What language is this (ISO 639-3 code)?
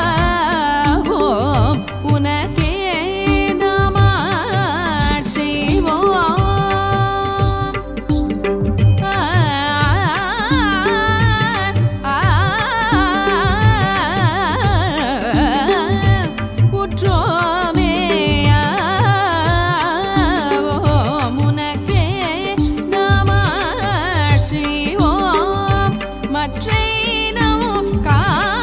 tam